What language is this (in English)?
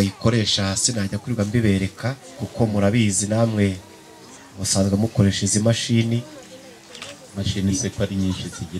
Kinyarwanda